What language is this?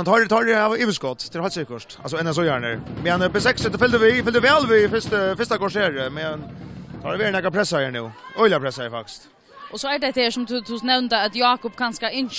Faroese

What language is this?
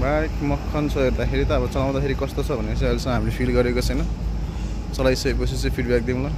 Nepali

